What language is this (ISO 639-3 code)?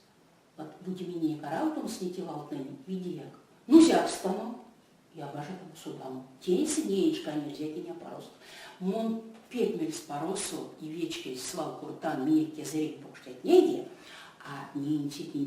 myv